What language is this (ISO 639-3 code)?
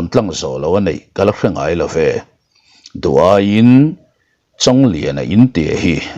lus